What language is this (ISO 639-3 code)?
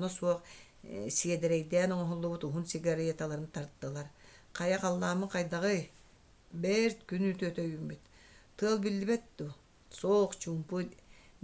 sah